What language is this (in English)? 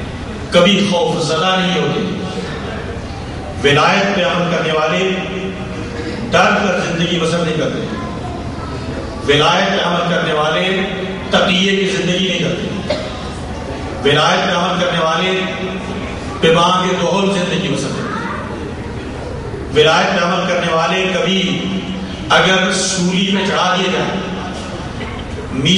Urdu